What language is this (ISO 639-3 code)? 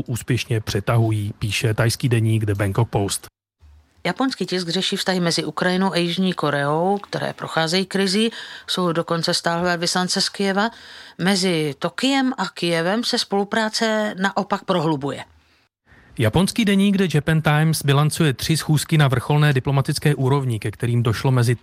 ces